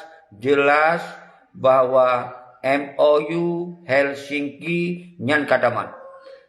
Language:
Achinese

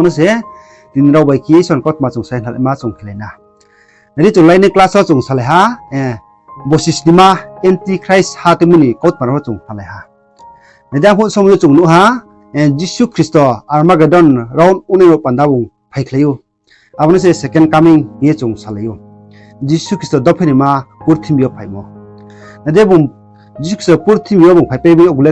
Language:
Riang (India)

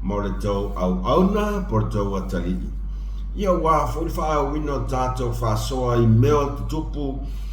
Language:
Samoan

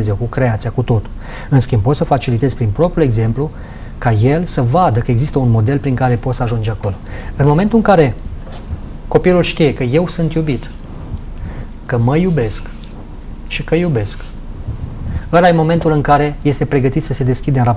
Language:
Romanian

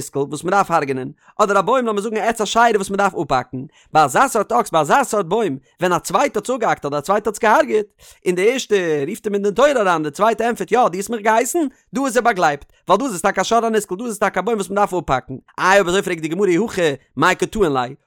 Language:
Yiddish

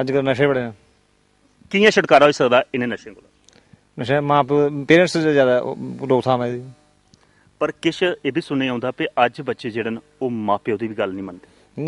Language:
Dogri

